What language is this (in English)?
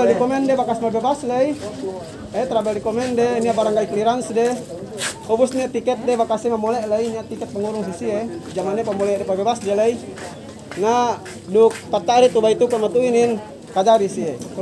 Yakan